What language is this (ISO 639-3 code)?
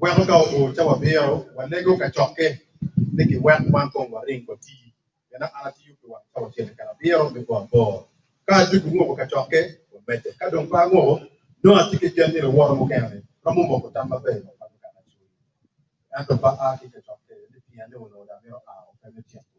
ach